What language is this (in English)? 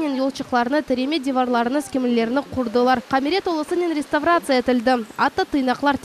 Crimean Tatar